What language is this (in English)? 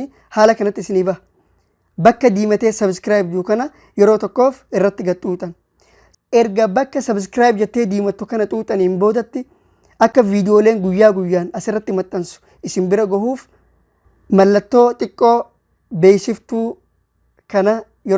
Oromo